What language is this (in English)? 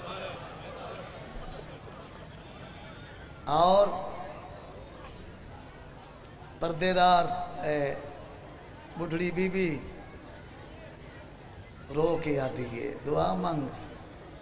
Urdu